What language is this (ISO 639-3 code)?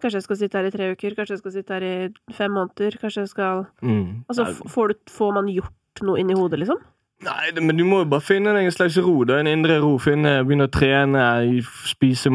nor